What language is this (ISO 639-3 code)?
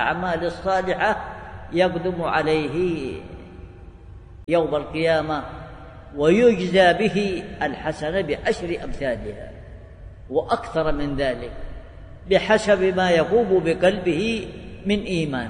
ara